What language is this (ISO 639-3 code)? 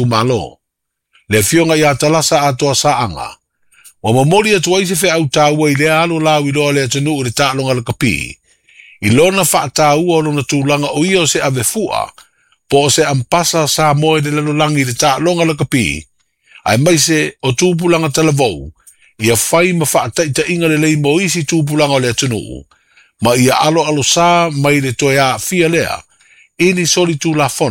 smo